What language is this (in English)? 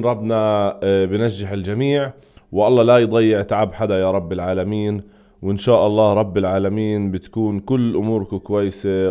North Levantine Arabic